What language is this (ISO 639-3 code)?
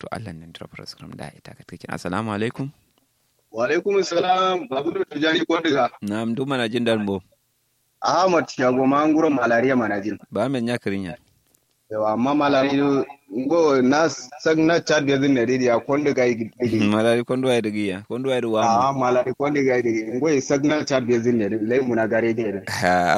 kau